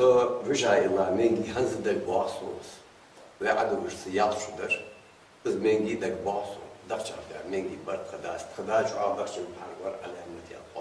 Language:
Ingush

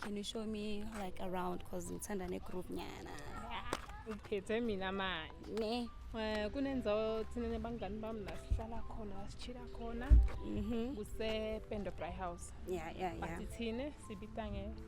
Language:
Zulu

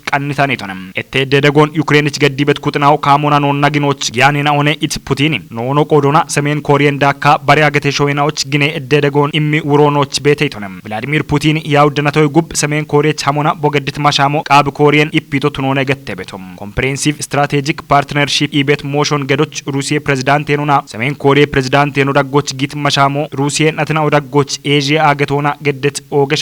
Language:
Kafa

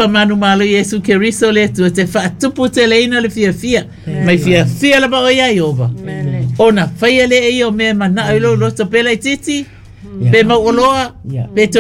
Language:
Samoan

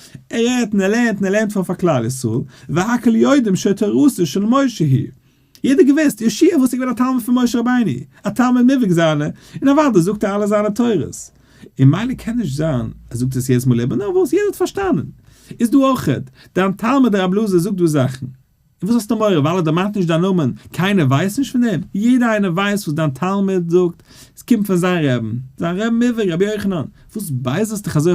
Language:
Yiddish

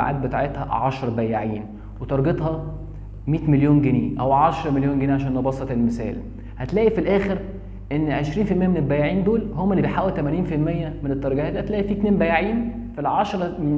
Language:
Egyptian Arabic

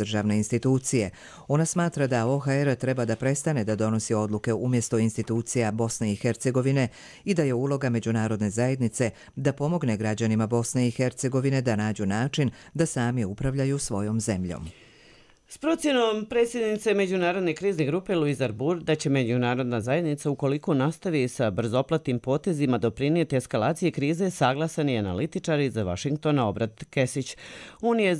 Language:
Croatian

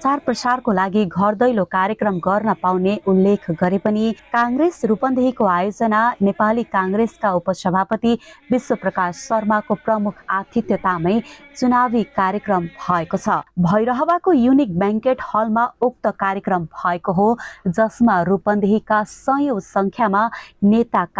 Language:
Nepali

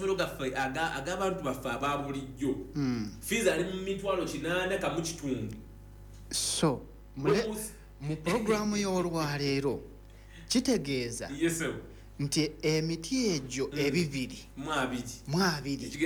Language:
Ganda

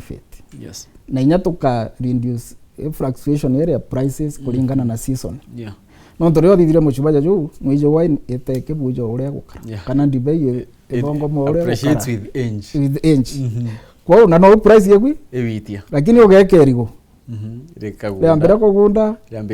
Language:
Meru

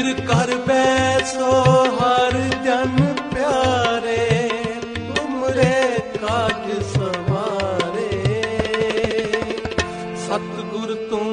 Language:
Punjabi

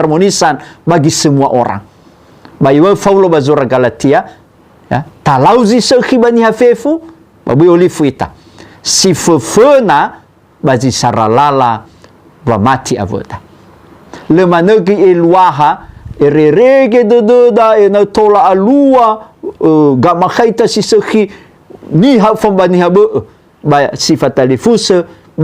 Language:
Nias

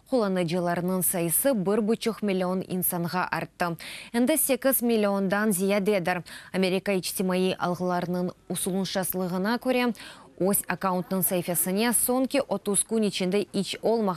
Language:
Crimean Tatar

